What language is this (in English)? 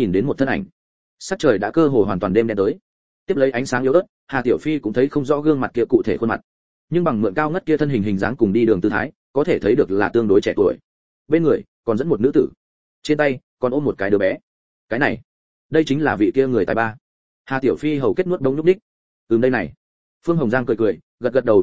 Vietnamese